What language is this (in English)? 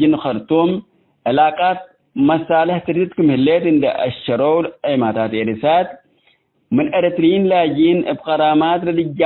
Tigre